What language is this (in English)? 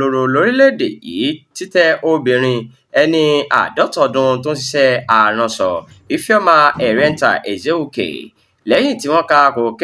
Yoruba